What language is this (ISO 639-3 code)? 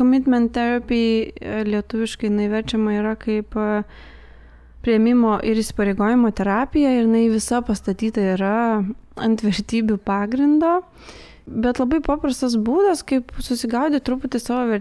lit